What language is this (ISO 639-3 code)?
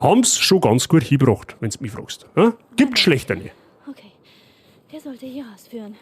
bar